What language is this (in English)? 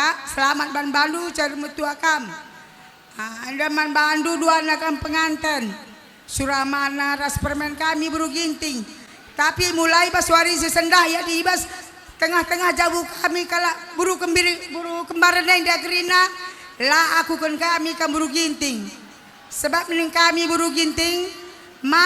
Batak Karo